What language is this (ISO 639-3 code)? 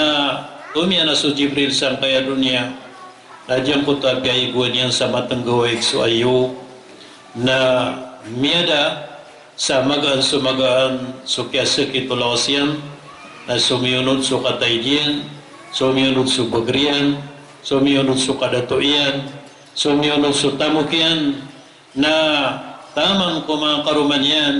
mrw